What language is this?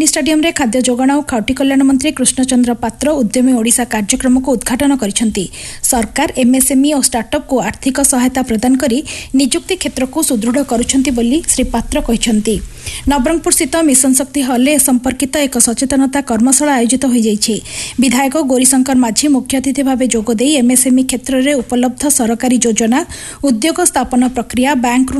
Odia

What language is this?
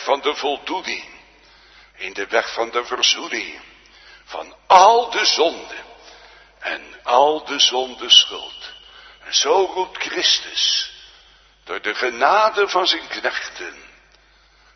Dutch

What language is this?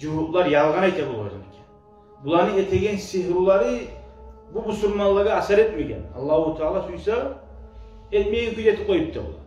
Kumyk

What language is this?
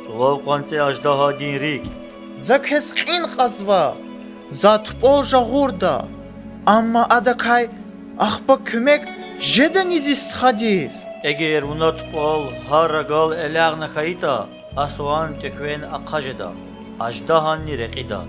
Lezghian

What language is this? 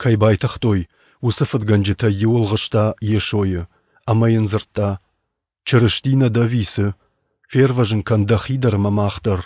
Ossetic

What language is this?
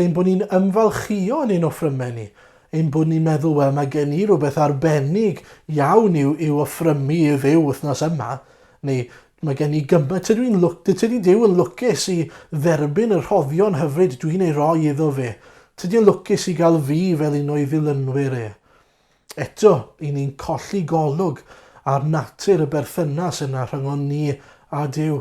Welsh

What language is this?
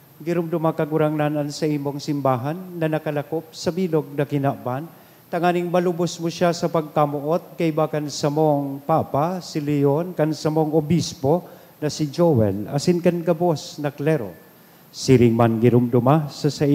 Bikol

